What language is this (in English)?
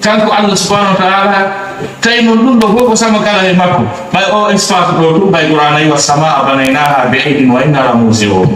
Fula